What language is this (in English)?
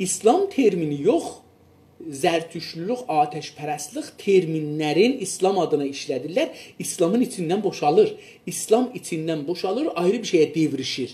South Azerbaijani